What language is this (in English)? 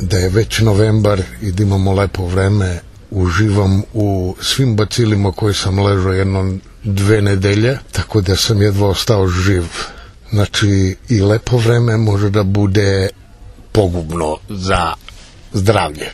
Serbian